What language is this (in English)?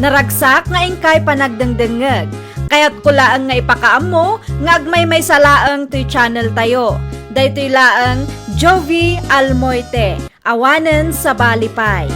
Iloko